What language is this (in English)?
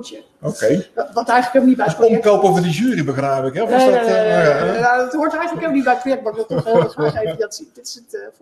Dutch